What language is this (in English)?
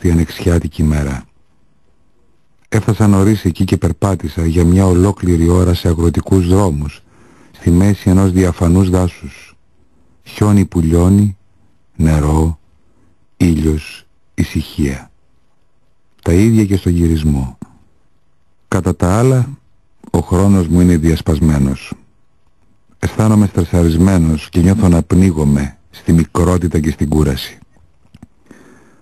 Greek